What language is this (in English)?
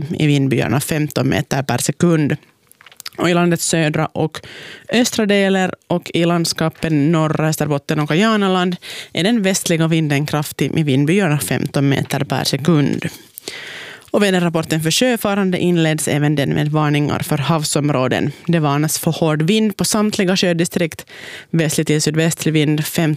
Swedish